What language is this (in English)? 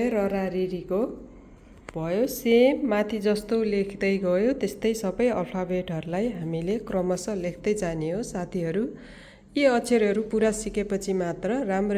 Nepali